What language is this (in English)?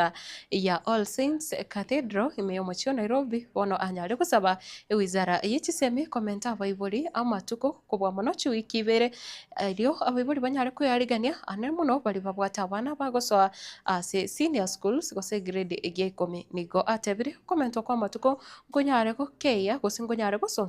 Gusii